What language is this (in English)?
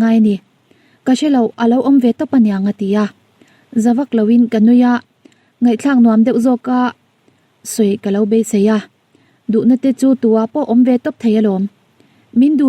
Mizo